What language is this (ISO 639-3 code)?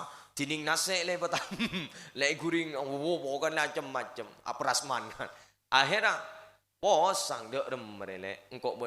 mad